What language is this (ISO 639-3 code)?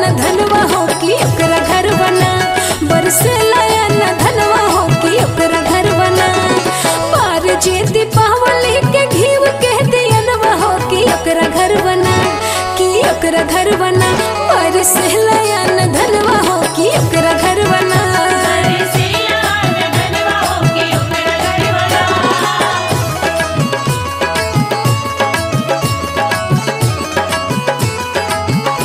bho